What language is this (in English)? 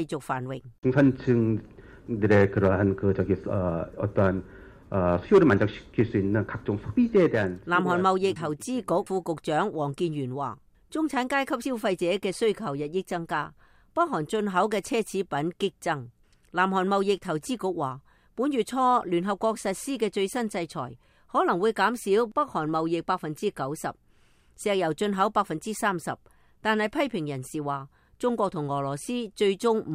Cantonese